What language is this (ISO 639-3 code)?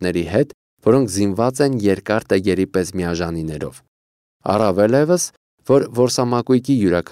hye